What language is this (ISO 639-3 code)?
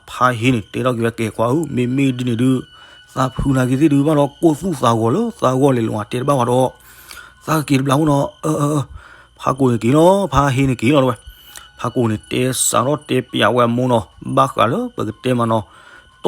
ksw